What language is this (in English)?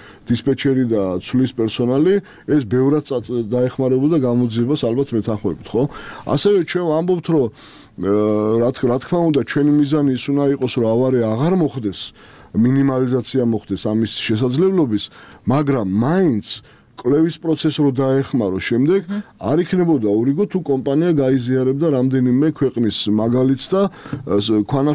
Georgian